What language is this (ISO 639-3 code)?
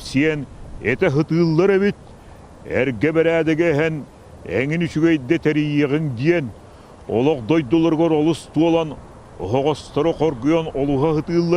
sah